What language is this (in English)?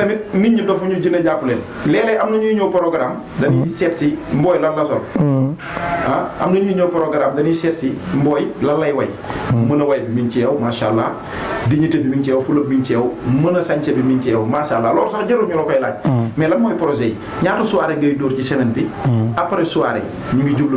Wolof